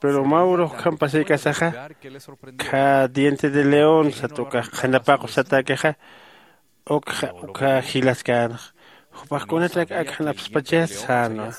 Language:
Aymara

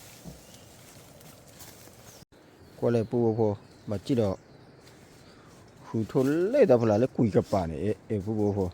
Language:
S'gaw Karen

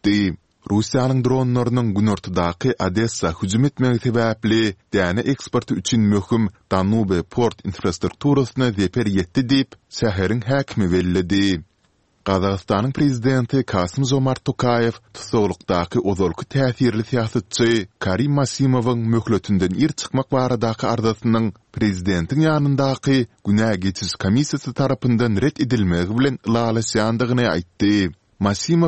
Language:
Turkmen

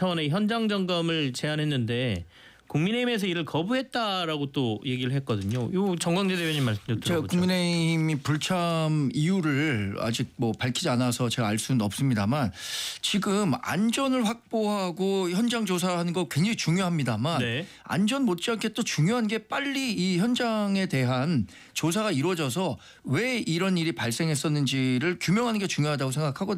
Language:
Korean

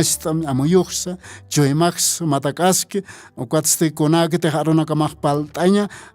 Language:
Aymara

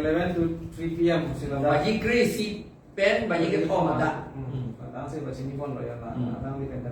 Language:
Karbi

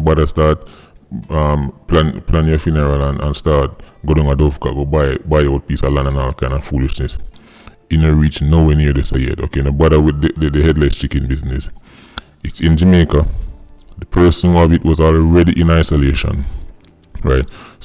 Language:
Jamaican Creole English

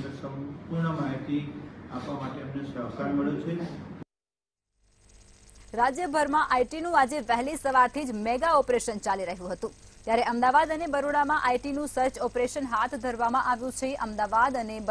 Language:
Gujarati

